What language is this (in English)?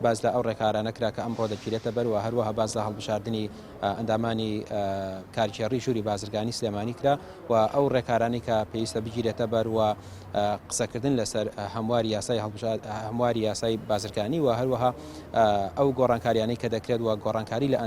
Central Kurdish